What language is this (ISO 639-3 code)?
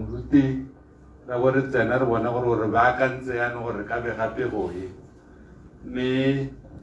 tsn